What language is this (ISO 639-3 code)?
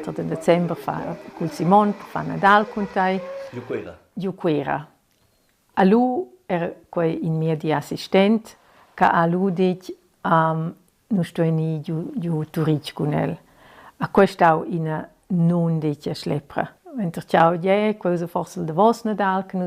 roh